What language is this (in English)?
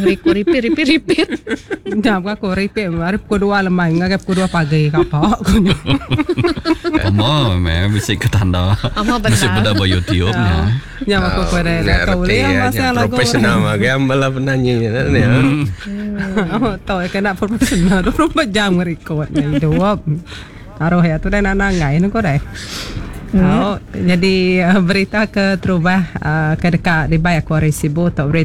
Iban